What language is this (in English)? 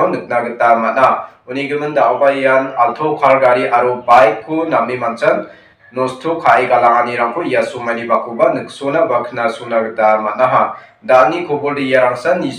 Garo